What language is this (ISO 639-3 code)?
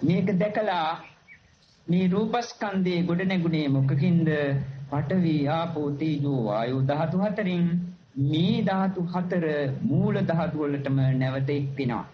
sin